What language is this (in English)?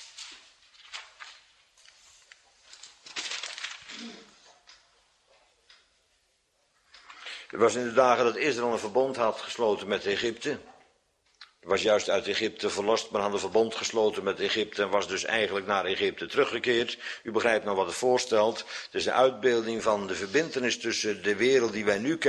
Dutch